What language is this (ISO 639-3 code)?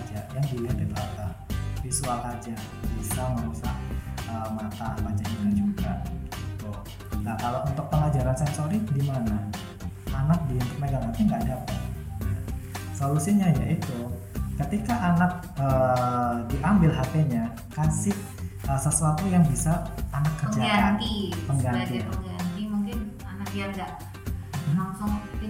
ind